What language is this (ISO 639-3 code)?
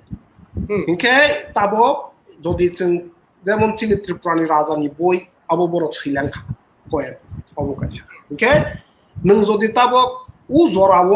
trp